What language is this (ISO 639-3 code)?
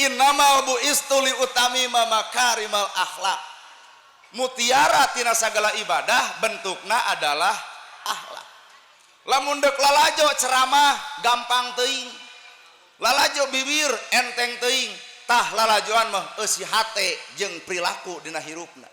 sun